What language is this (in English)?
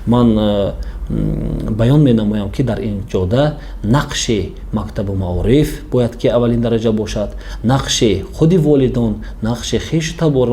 Tajik